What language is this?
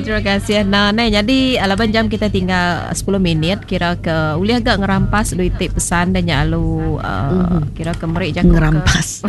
Iban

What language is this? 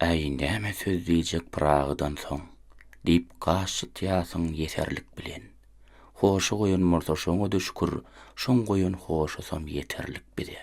Turkmen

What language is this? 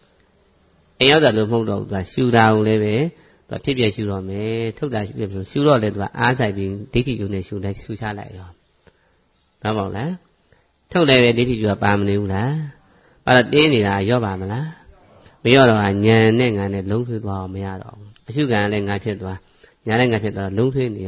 Burmese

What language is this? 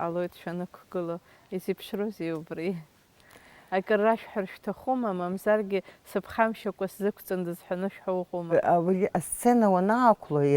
Abkhazian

